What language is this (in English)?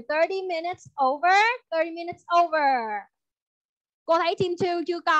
Vietnamese